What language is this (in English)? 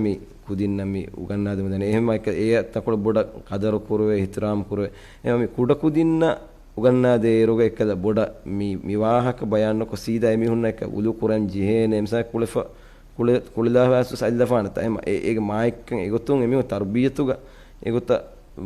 Divehi